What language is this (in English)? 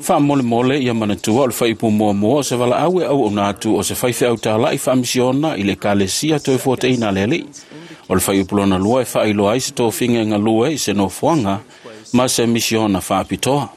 Samoan